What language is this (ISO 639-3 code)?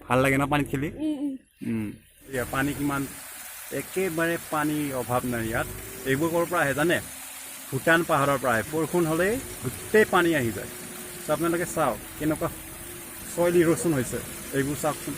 asm